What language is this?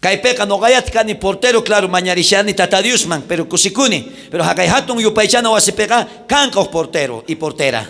South Bolivian Quechua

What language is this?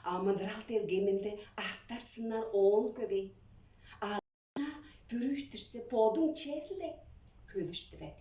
Tuvinian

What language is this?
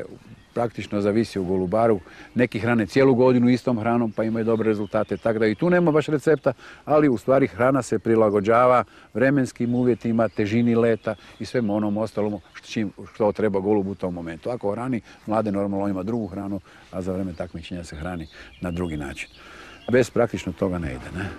Croatian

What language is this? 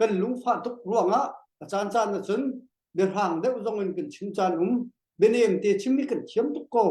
Hakha Chin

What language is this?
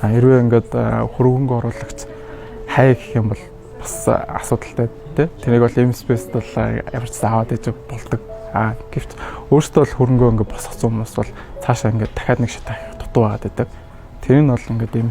Mongolian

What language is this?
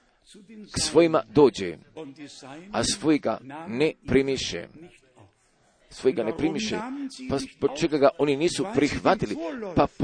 Croatian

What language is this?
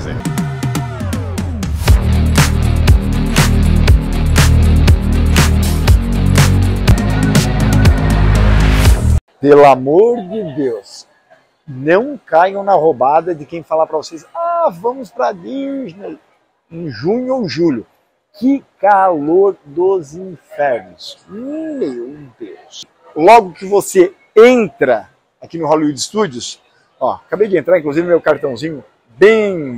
Portuguese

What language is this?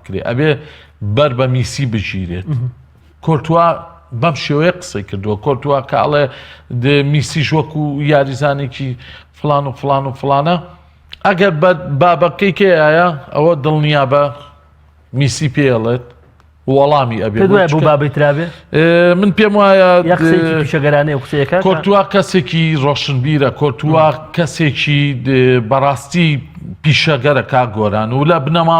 Central Kurdish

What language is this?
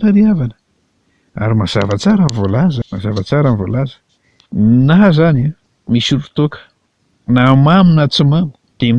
Malagasy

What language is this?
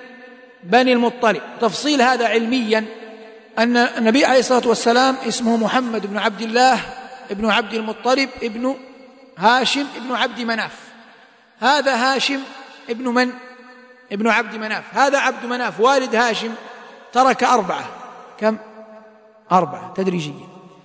Arabic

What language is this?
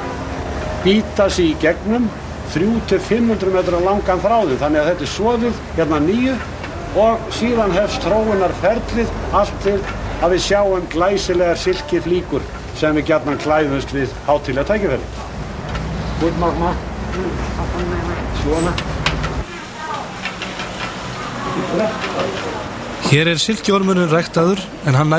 Icelandic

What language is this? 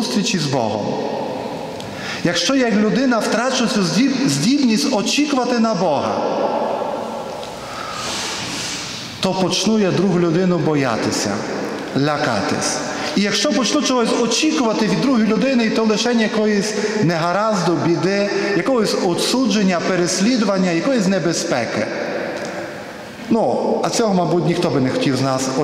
Ukrainian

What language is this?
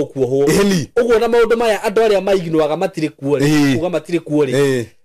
Kikuyu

